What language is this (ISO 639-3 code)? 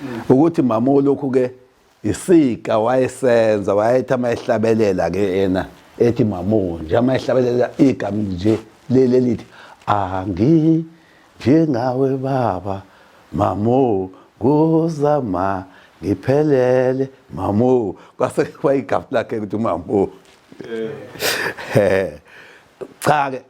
zul